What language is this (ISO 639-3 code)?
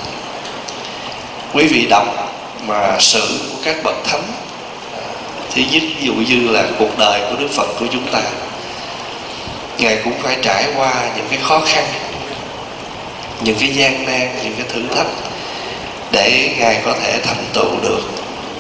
vie